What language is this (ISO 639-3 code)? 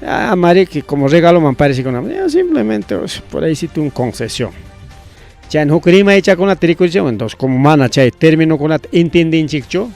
quy